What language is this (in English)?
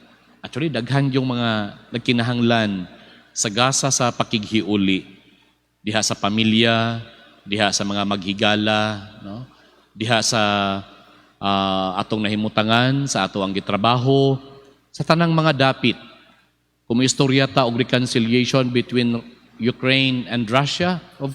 Cebuano